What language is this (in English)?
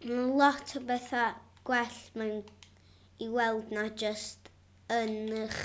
Welsh